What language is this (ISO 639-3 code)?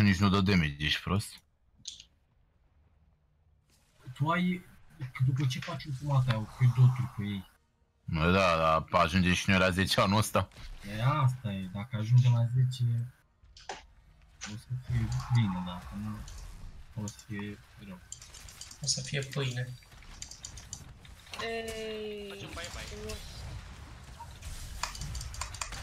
ron